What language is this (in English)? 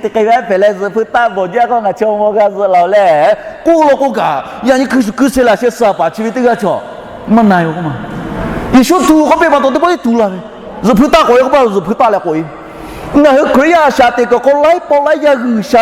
Lahu